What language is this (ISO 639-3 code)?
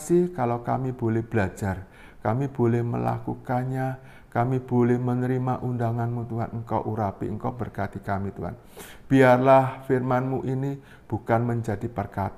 ind